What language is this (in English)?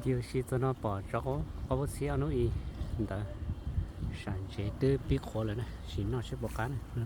Hmong